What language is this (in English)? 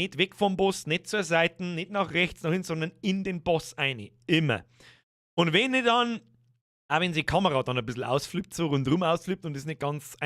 Bavarian